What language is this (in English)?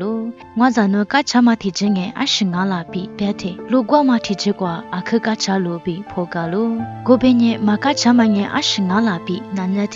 Lisu